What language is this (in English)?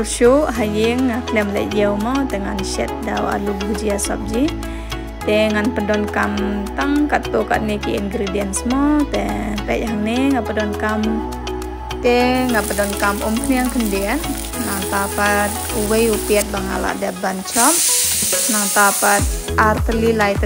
Khasi